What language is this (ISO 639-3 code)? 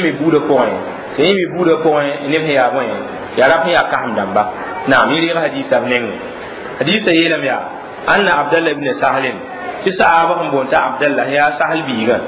mos